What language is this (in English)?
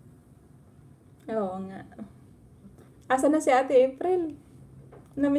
Filipino